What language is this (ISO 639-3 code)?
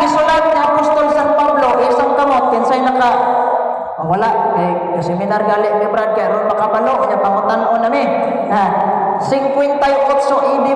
ceb